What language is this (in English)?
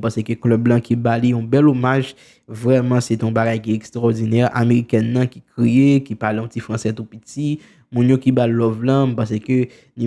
Haitian Creole